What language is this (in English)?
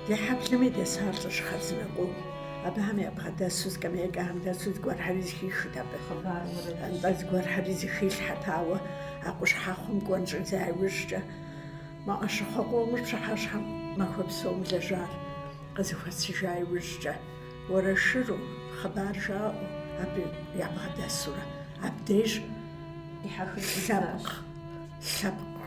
Kabardian